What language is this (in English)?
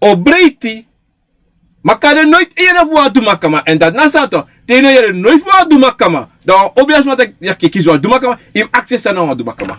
Sranan Tongo